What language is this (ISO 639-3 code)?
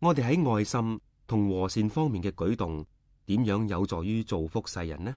yue